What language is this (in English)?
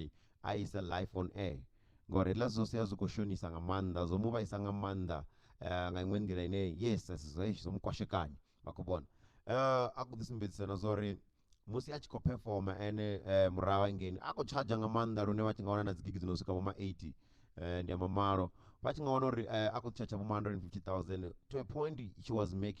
Venda